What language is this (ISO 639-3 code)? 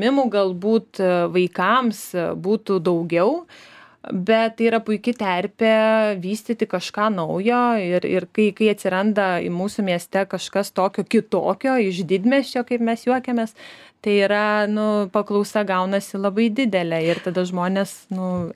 lit